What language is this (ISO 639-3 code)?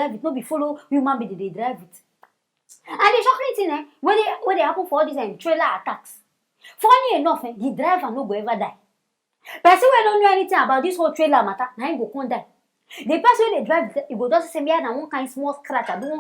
pcm